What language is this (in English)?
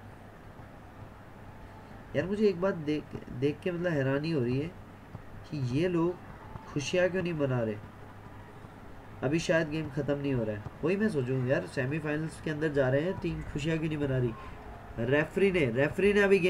Hindi